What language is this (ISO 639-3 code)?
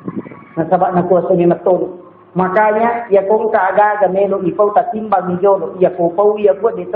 bug